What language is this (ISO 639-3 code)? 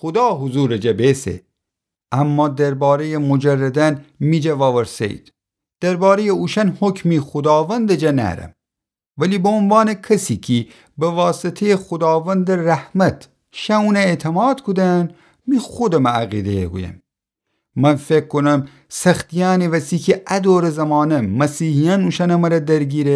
glk